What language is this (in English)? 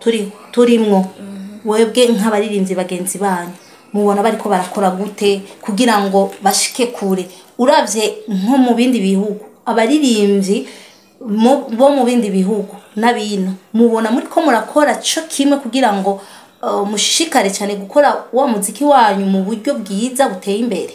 Rundi